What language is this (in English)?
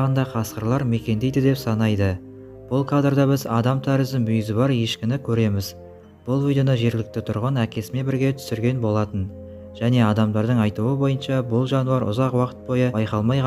Kazakh